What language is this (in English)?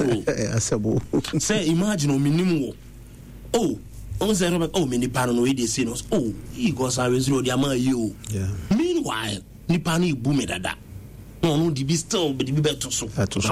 Akan